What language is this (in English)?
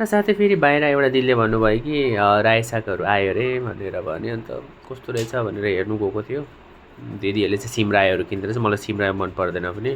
Nepali